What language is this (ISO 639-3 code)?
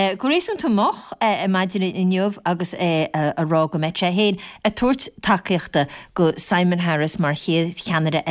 gle